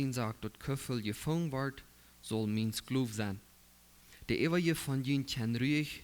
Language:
Plautdietsch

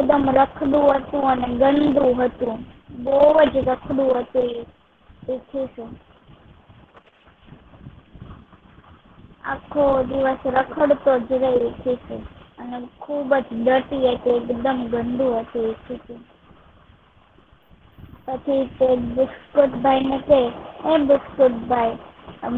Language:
Gujarati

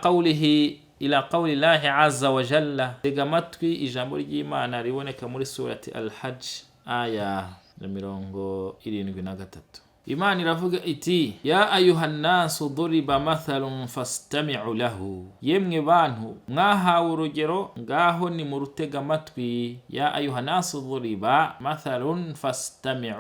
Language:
Kinyarwanda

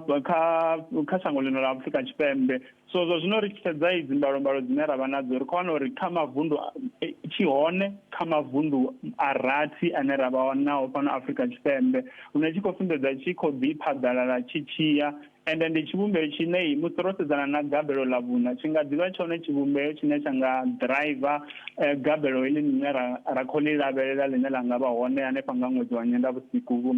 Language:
Venda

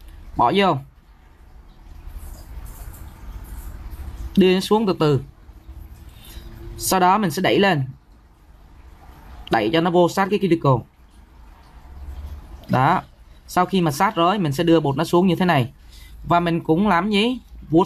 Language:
Vietnamese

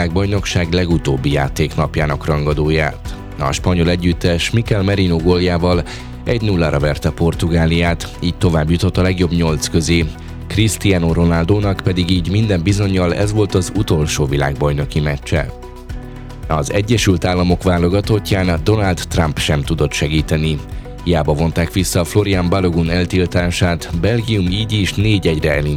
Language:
Hungarian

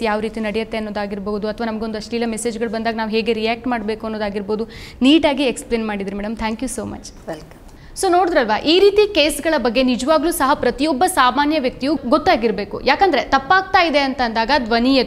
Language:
Kannada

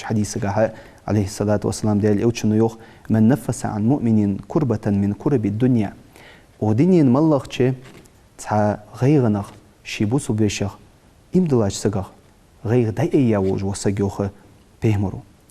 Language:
Ingush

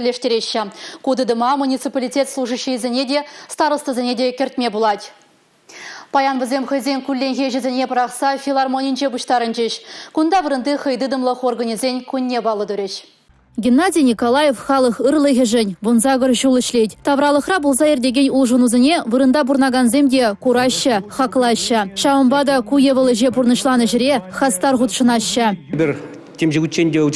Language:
Chuvash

